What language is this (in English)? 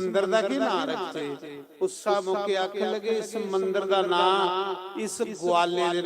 Dogri